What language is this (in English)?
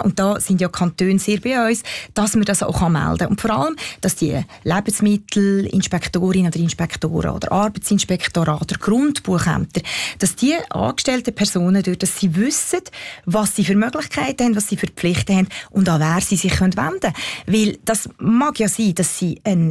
German